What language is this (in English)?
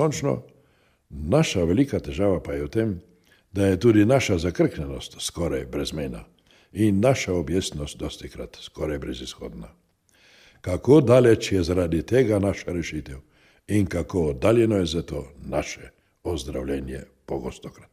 Slovenian